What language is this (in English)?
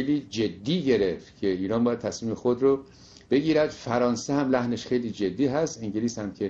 Persian